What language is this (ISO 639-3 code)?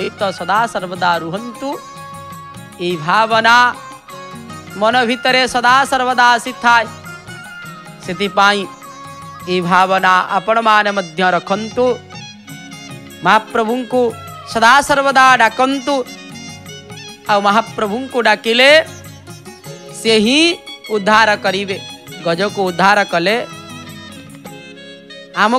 ori